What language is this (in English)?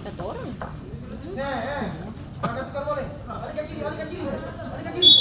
Ambonese Malay